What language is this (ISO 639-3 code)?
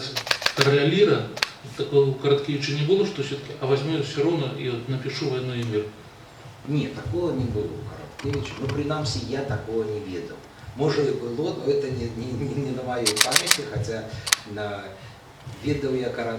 bel